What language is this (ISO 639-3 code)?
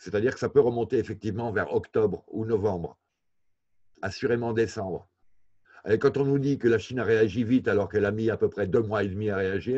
fra